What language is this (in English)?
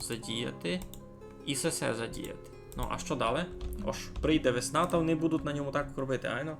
Rusyn